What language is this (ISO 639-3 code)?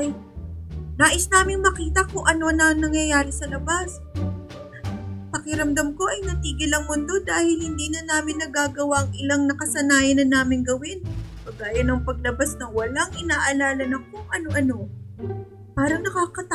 fil